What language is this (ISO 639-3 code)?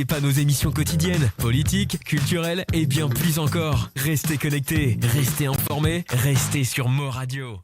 mfe